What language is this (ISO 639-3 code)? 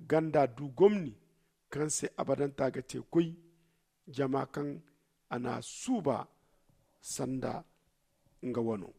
dje